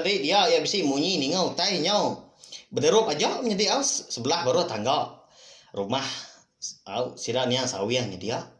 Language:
Iban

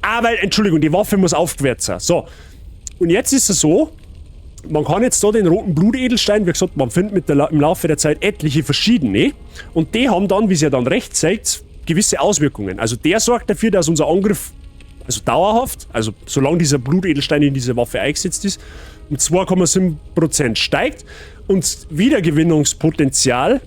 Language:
Bavarian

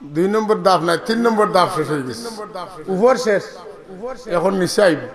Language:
Sylheti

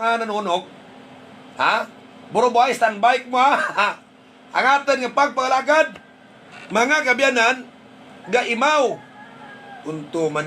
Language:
Hiligaynon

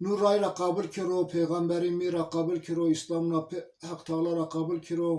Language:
Zaza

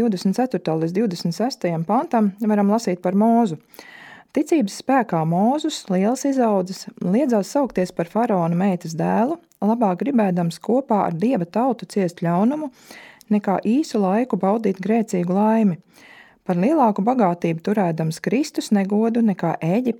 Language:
Latvian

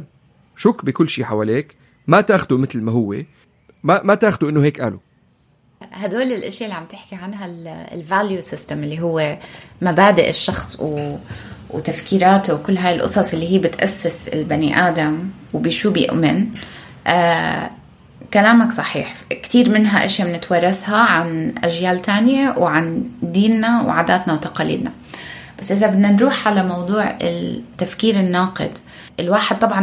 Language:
North Levantine Arabic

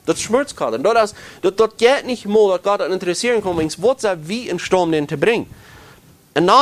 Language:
Plautdietsch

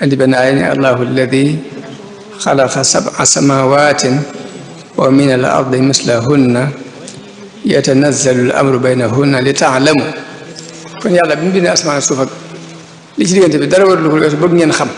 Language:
Wolof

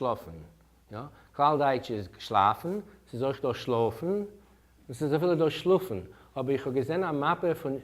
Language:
Yiddish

